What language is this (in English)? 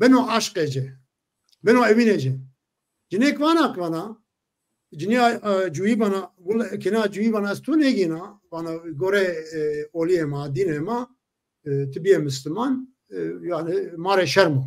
Zaza